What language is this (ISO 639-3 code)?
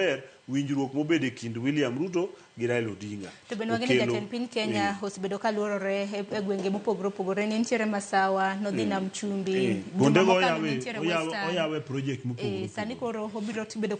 luo